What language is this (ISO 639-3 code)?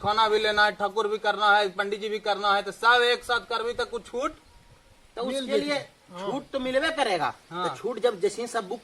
mag